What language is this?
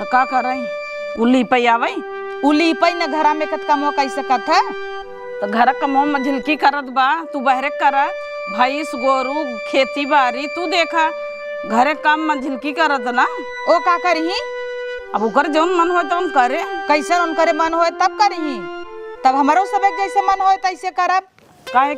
Awadhi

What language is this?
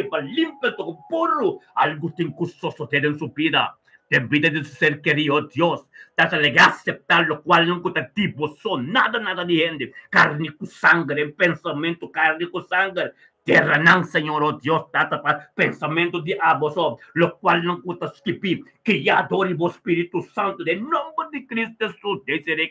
Papiamento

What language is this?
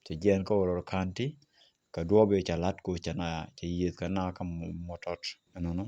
Nuer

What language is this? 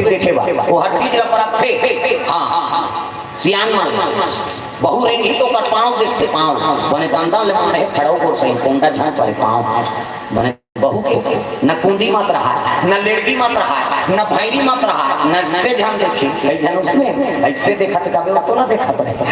Chhattisgarhi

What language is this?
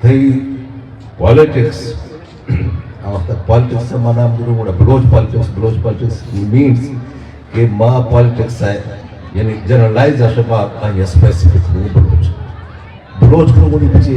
Eastern Balochi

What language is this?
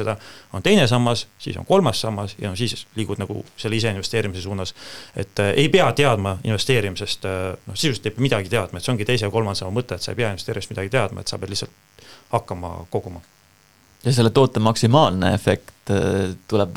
Estonian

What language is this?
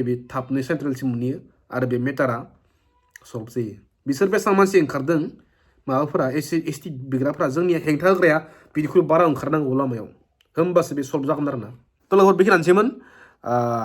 Bodo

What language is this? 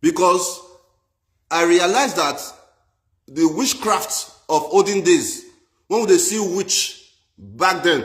Nigerian Pidgin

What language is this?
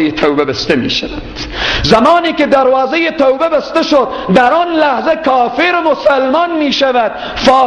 Persian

